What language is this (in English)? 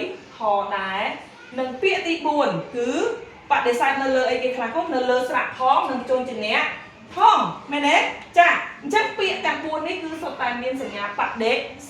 Khmer